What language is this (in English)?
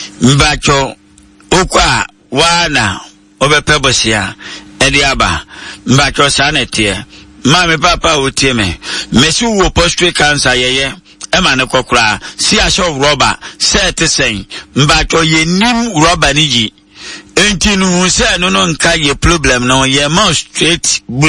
Akan